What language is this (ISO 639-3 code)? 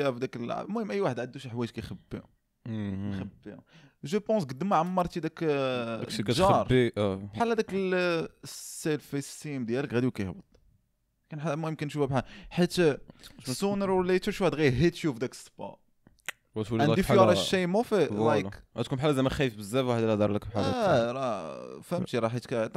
ary